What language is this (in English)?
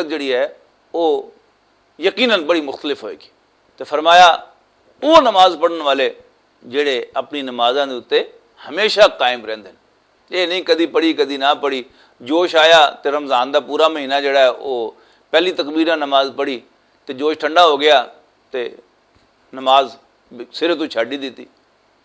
Western Panjabi